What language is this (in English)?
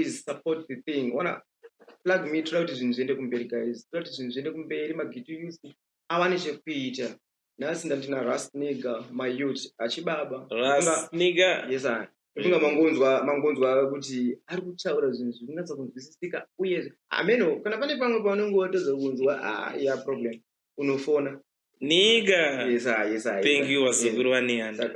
Shona